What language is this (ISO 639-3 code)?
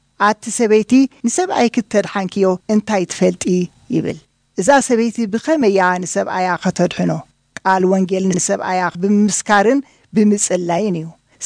tir